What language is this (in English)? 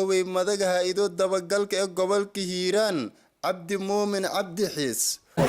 Somali